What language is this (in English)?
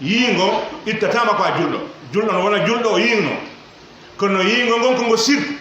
Pular